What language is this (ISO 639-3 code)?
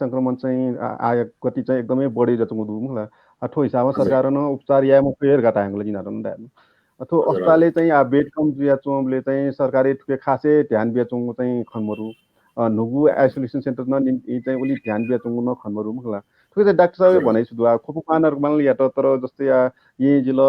new